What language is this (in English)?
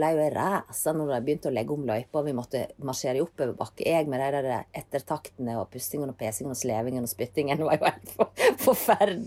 Norwegian